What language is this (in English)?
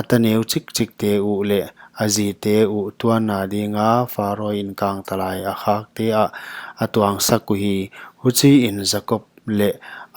Paite Chin